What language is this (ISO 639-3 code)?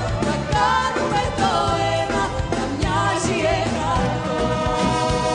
ell